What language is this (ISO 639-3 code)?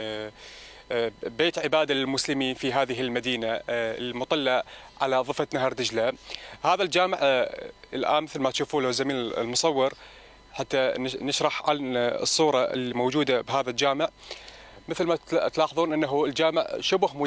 acm